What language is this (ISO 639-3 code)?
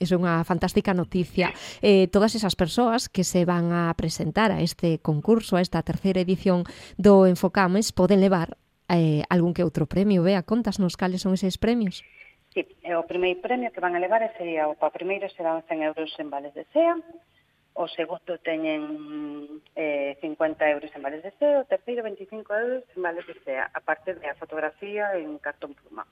glg